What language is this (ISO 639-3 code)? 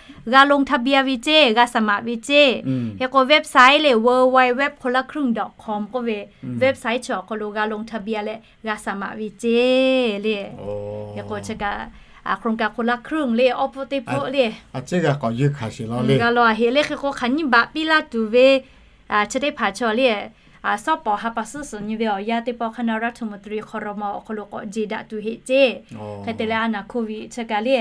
lhu